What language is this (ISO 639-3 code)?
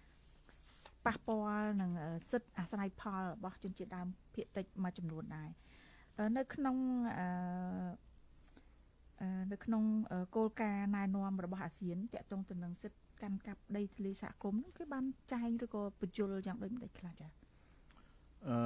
khm